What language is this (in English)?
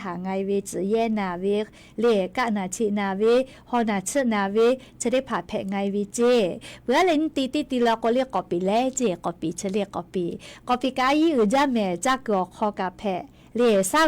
Lahu